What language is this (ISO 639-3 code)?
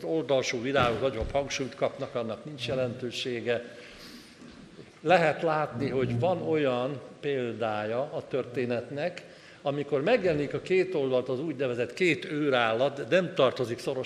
hun